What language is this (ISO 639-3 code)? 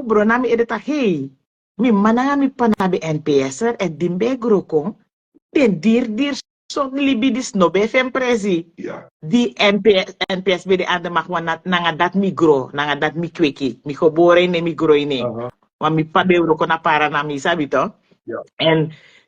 srn